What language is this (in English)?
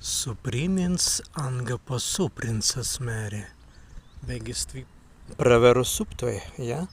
Prussian